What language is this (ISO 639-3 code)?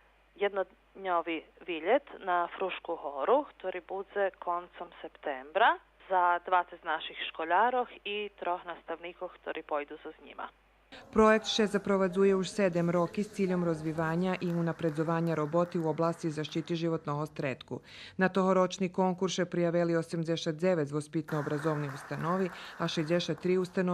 rue